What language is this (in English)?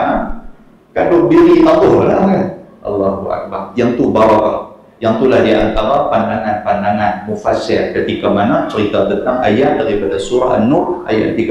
Malay